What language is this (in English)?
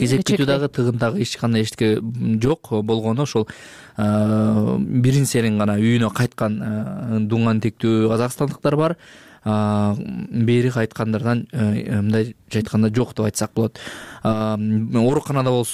Kyrgyz